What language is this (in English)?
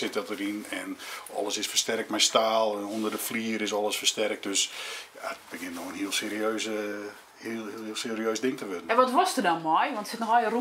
Western Frisian